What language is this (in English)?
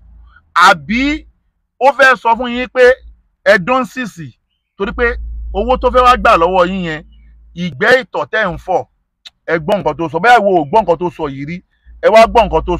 Yoruba